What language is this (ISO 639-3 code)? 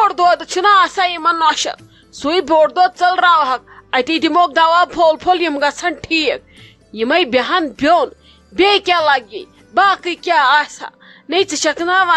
kas